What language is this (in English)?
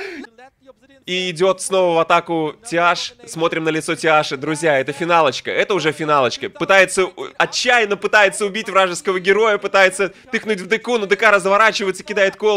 Russian